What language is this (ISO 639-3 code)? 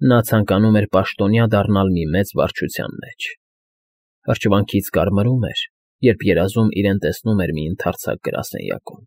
hye